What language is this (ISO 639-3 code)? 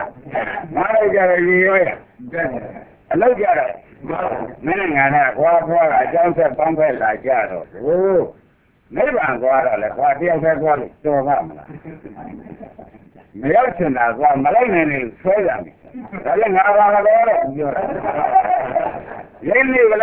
mya